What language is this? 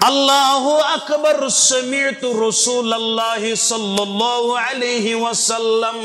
Kashmiri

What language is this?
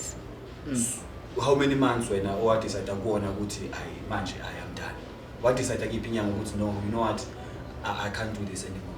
Zulu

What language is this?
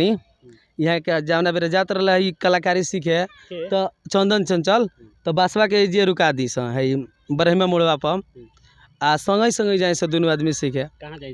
Bhojpuri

